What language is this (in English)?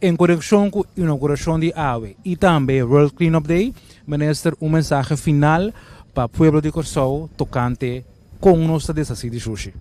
Papiamento